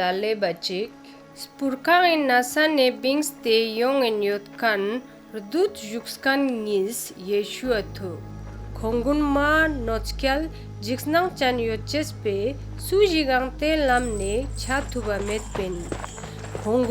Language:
Ladakhi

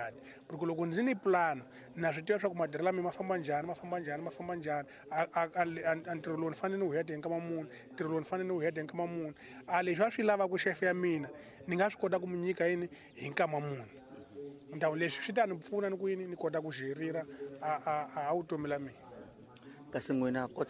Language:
Tsonga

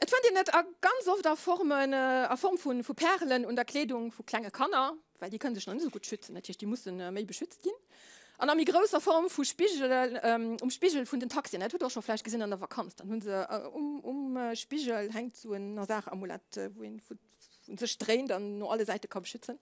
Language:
Luxembourgish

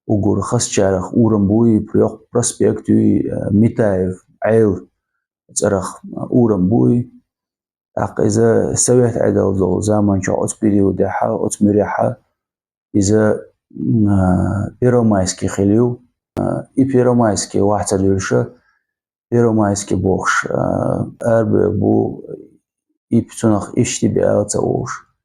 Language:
Chechen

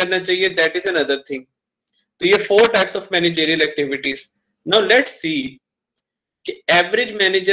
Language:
Hindi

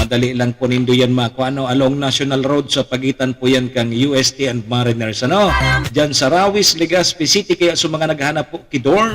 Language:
Bikol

